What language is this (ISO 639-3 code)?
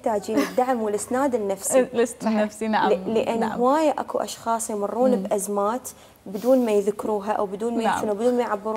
acm